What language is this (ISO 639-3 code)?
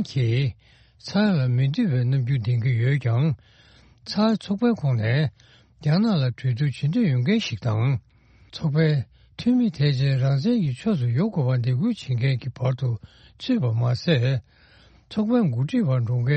bod